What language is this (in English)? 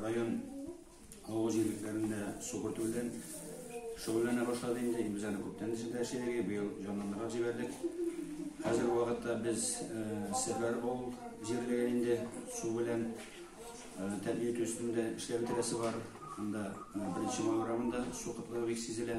Tatar